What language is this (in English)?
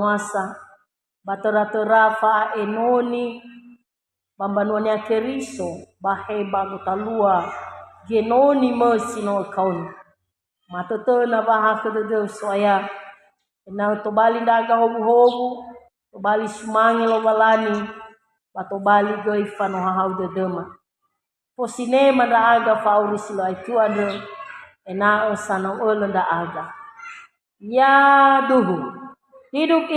Nias